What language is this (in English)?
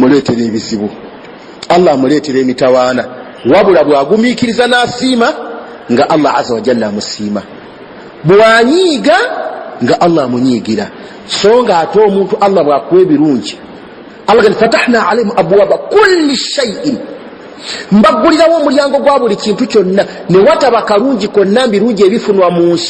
Ganda